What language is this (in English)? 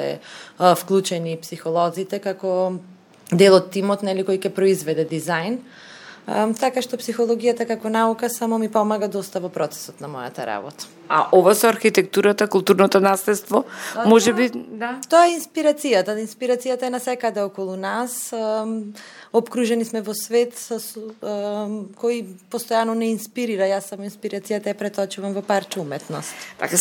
Macedonian